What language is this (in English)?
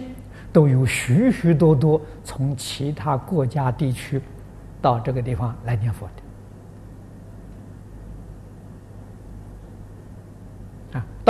Chinese